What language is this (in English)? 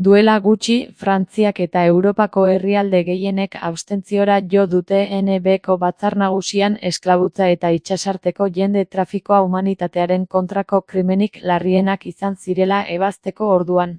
Basque